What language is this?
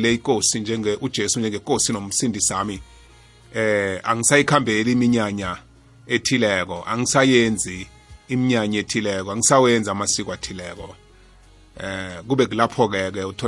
South Ndebele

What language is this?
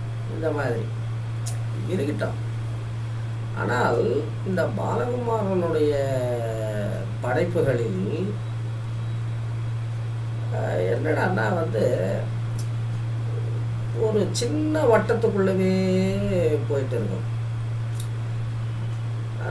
Tamil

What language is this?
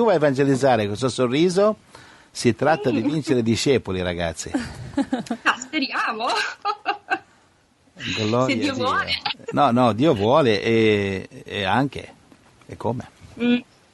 Italian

